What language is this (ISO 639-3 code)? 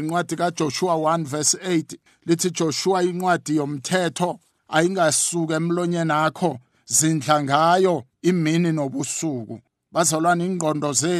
nbl